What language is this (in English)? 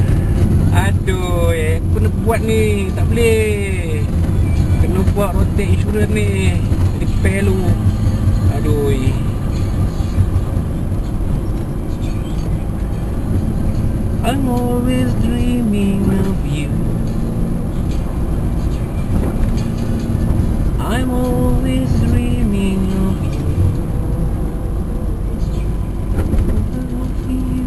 Malay